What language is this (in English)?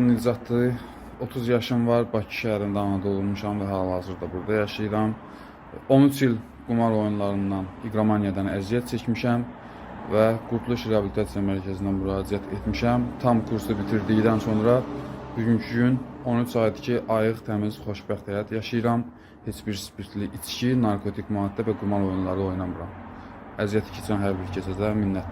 Azerbaijani